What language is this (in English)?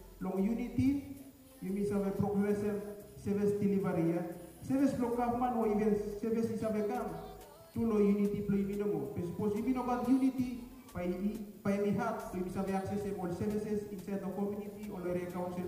Bislama